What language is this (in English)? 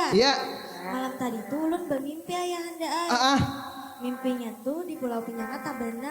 Banjar